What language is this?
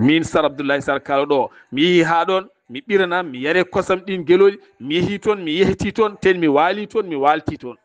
Fula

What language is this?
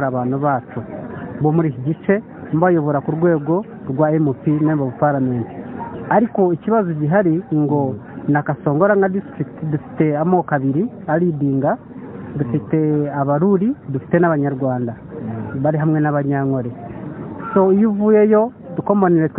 Kinyarwanda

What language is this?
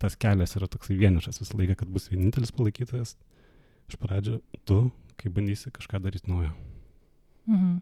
Lithuanian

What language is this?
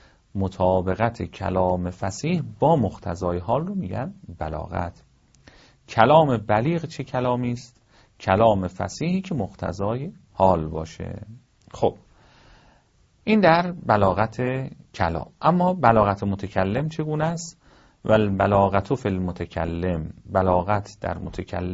Persian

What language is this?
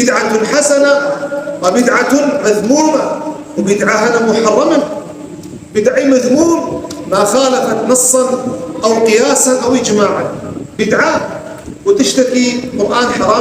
Kurdish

